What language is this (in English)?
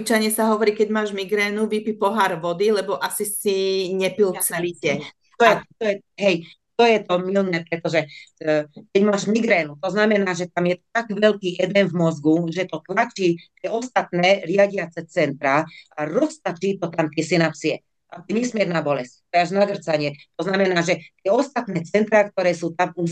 Slovak